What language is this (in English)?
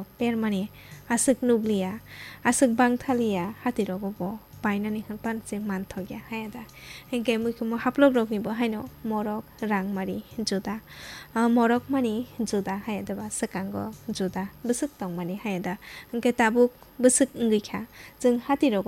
Kok Borok